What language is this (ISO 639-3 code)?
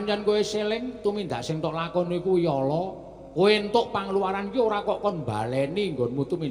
jav